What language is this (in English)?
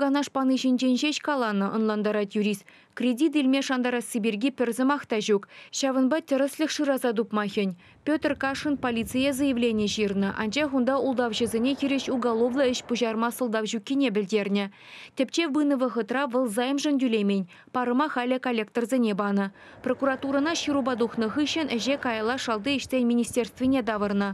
Chuvash